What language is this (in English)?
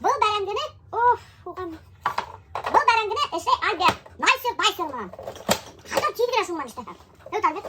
Bashkir